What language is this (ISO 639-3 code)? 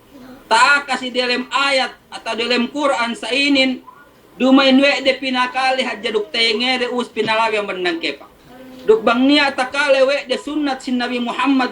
yka